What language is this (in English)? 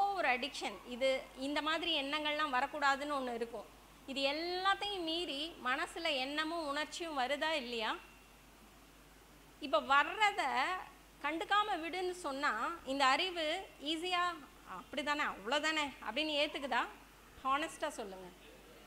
Tamil